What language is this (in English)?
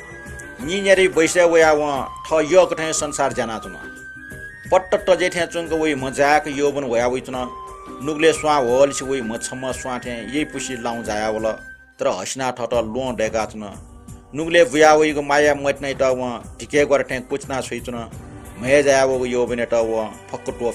Newari